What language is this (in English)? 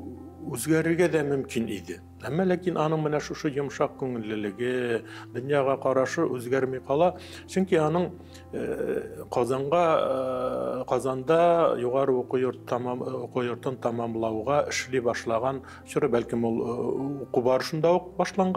Tatar